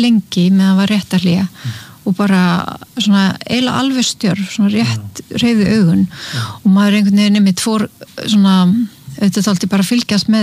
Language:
Icelandic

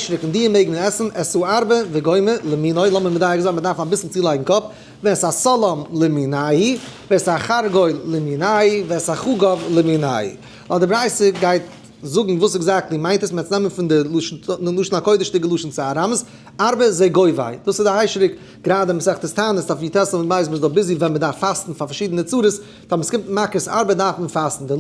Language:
Yiddish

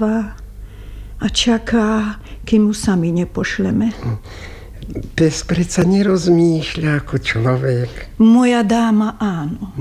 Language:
Slovak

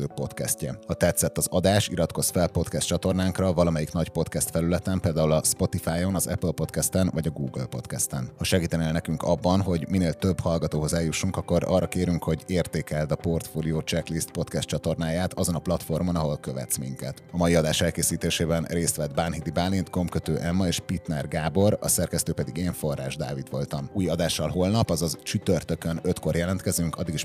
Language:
Hungarian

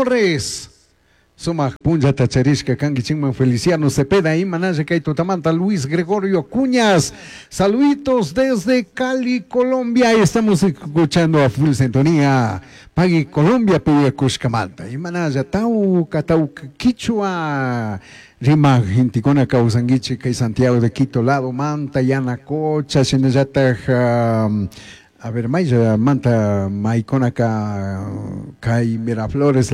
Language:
Chimborazo Highland Quichua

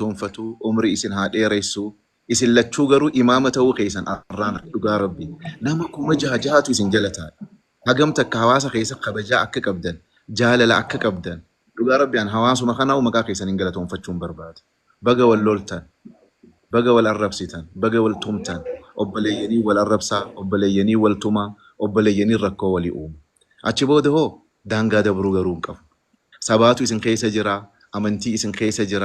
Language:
Oromo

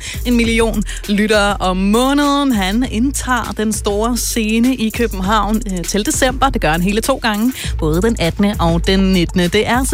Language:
Danish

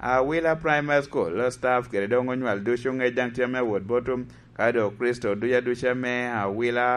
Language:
Lango (Uganda)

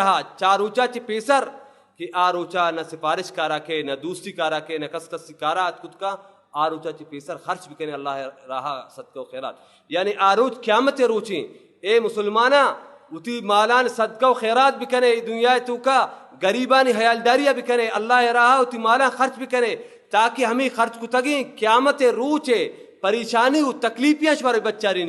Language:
Baluchi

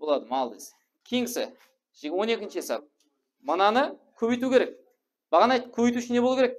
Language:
Kara-Kalpak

